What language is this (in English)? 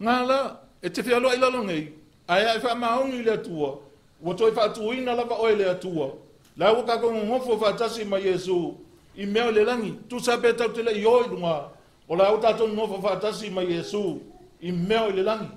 Samoan